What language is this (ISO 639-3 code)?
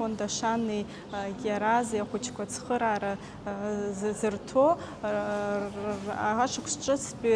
abk